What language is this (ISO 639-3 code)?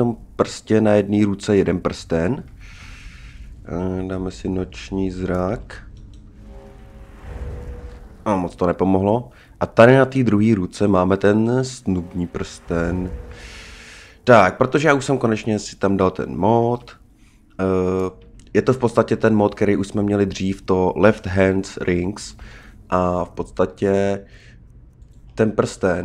ces